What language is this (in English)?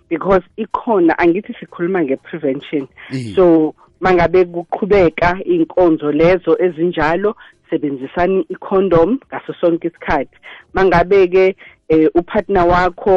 South Ndebele